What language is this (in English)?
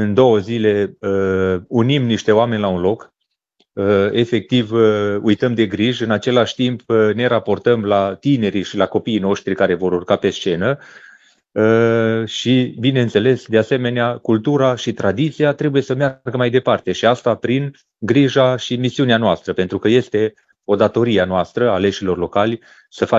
Romanian